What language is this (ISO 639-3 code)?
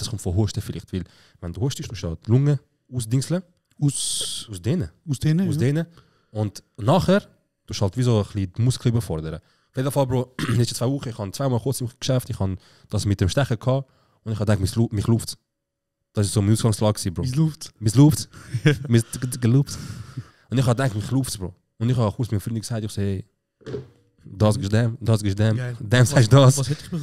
gsw